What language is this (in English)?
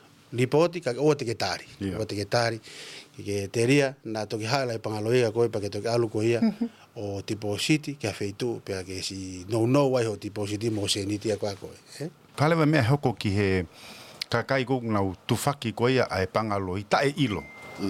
Tongan